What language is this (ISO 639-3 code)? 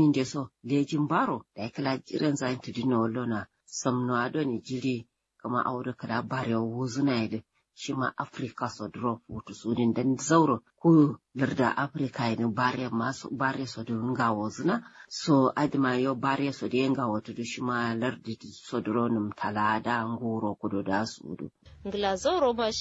kau